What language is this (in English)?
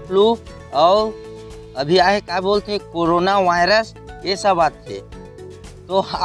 Chhattisgarhi